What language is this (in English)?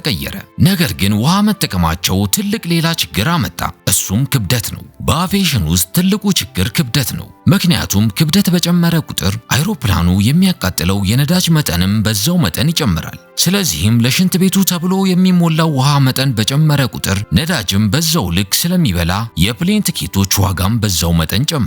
Amharic